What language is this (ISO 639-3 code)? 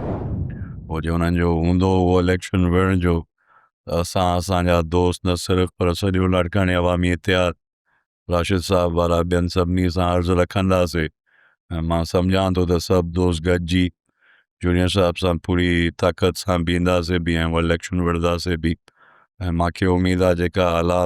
snd